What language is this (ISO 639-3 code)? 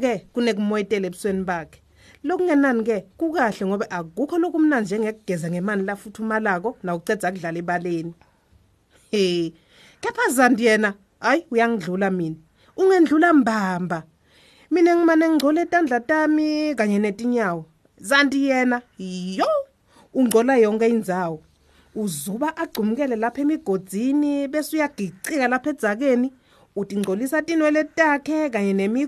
ssw